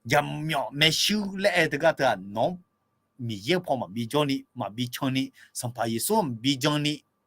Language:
Akha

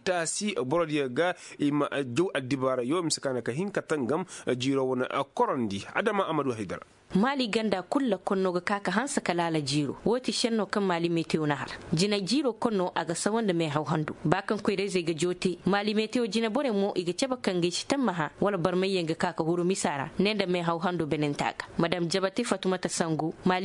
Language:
Koyraboro Senni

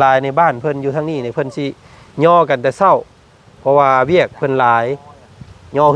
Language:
Lao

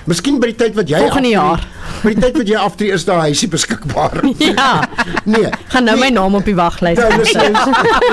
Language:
Afrikaans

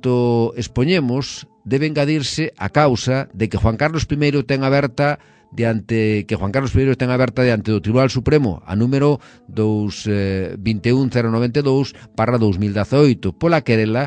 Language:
Galician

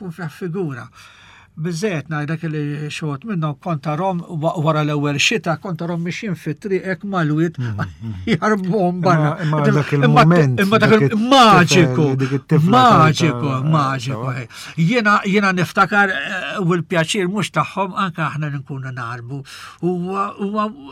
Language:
Maltese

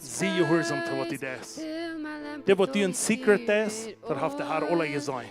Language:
Plautdietsch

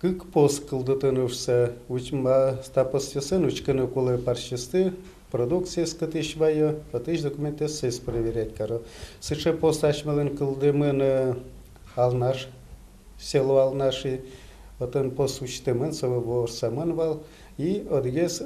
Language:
Udmurt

